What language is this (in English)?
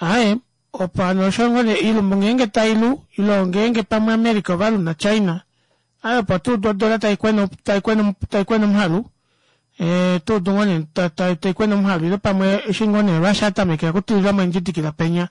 Kuanyama